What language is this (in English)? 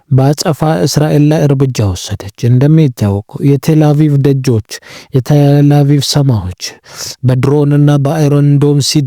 Amharic